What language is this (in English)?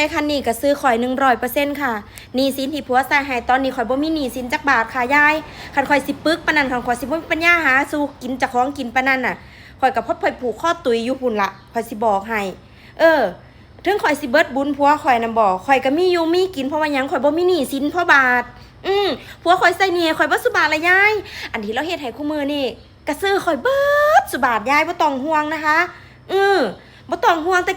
Northeastern Thai